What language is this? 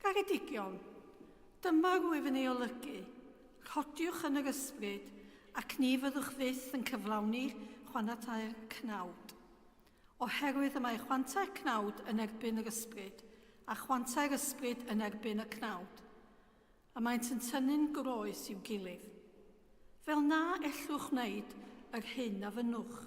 Welsh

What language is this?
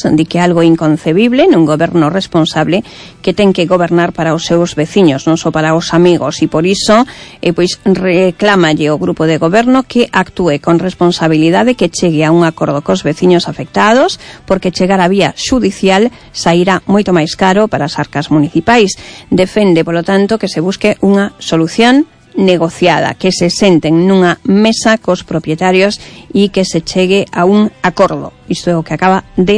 Galician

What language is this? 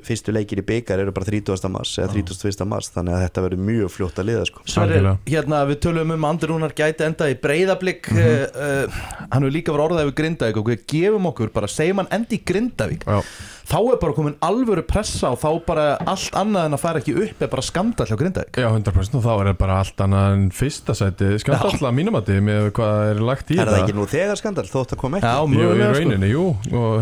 Icelandic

